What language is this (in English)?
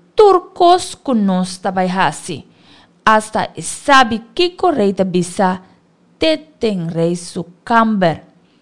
Papiamento